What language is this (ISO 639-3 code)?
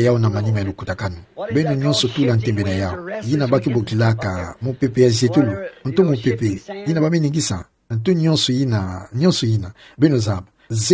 ktu